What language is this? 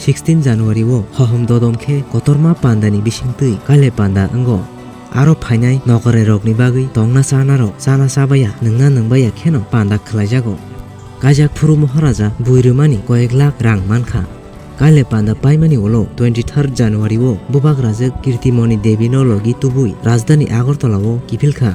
Kok Borok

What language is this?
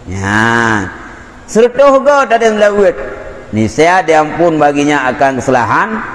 Achinese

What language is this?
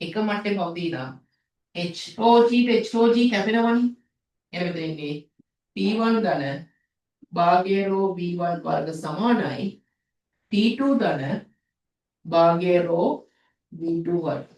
Sinhala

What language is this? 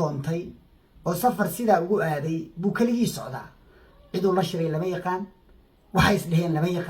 Somali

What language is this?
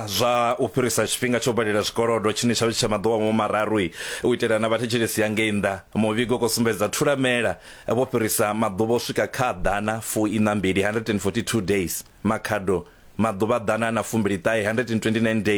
Venda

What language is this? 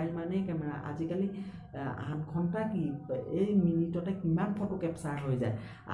Assamese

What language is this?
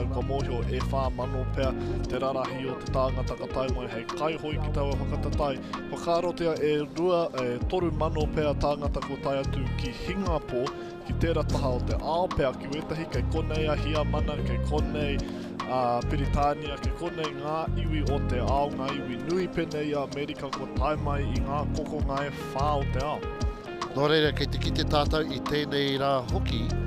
Māori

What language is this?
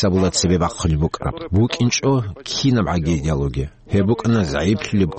Avaric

